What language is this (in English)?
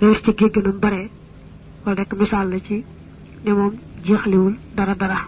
Wolof